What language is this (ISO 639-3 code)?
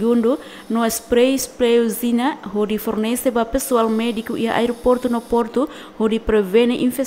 tet